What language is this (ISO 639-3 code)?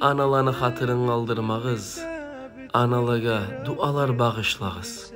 kum